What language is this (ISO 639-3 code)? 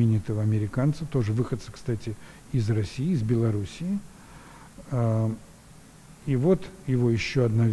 rus